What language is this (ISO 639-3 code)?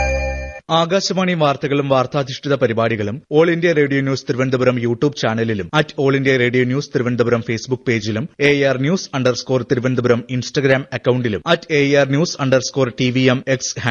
mal